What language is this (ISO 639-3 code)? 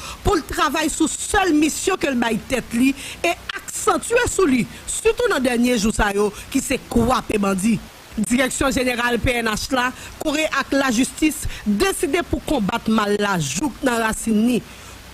hat